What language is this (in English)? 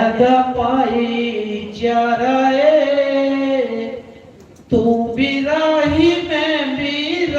Dogri